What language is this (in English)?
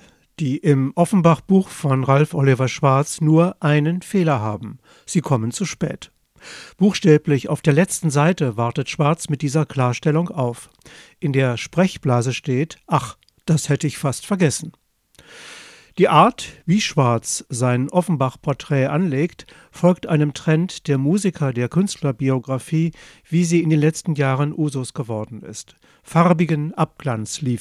German